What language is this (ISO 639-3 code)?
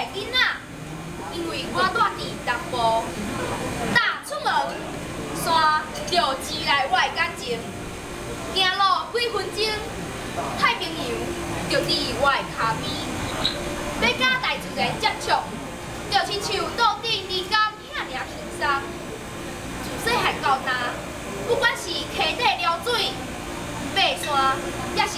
nan